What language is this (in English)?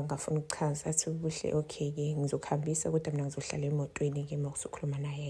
Zulu